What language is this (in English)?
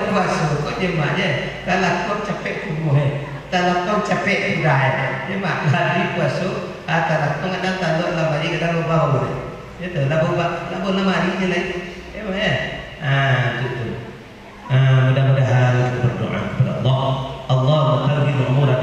Minangkabau